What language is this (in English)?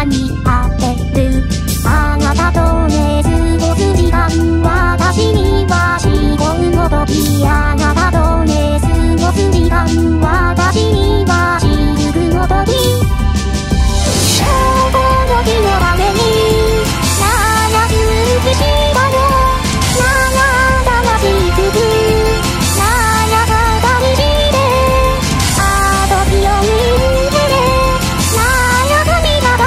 Japanese